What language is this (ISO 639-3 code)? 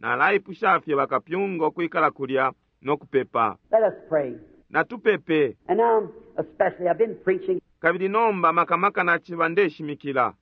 bem